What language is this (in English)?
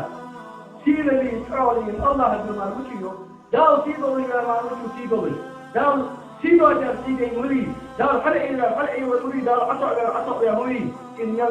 Ingush